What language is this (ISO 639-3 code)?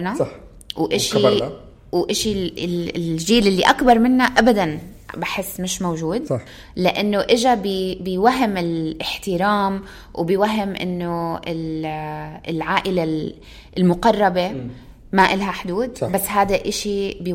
apc